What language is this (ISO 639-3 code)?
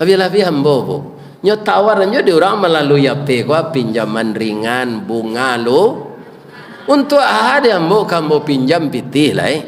min